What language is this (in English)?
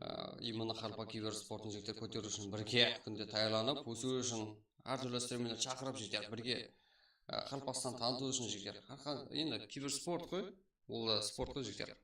Kara-Kalpak